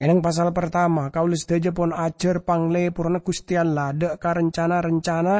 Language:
Madurese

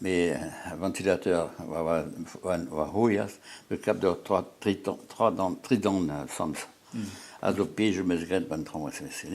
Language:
Breton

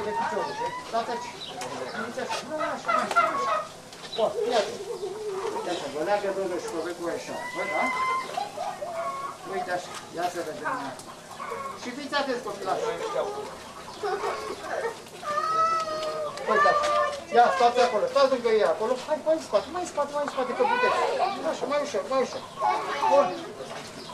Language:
Romanian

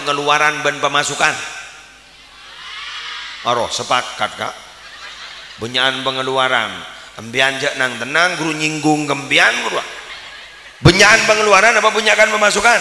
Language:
Madurese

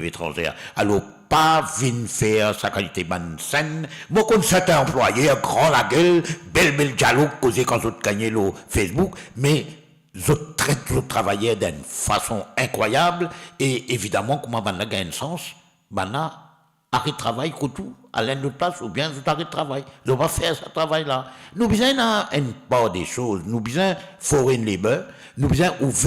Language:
Morisyen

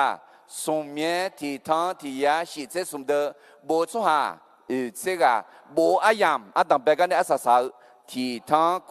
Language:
Akha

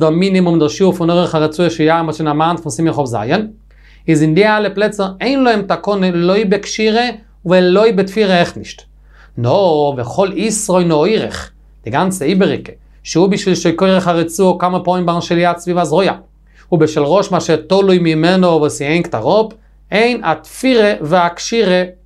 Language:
Yiddish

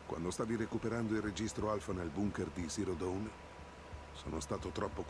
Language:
Italian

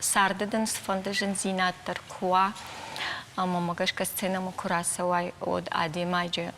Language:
Ossetic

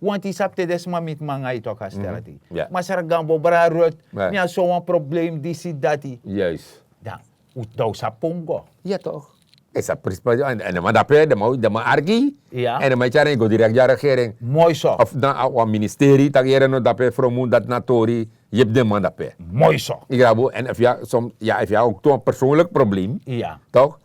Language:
Sranan Tongo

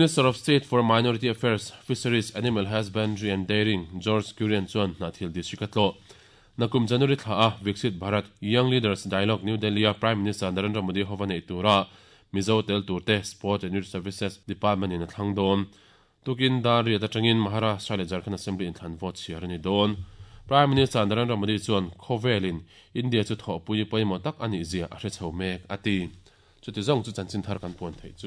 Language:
Mizo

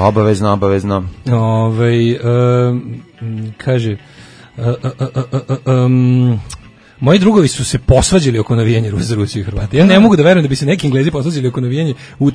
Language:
Serbian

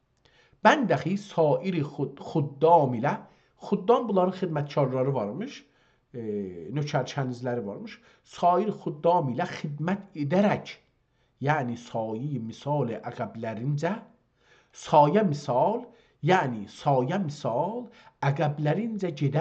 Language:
South Azerbaijani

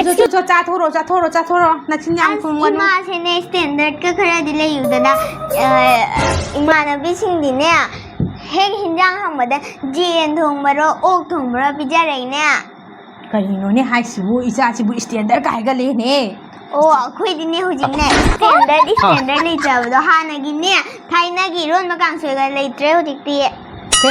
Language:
Manipuri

